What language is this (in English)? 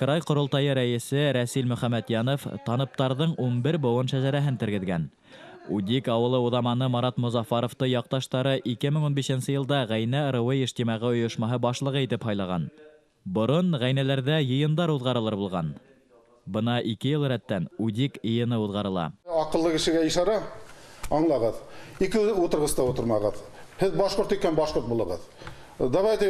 Bashkir